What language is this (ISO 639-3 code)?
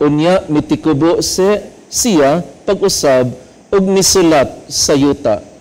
ceb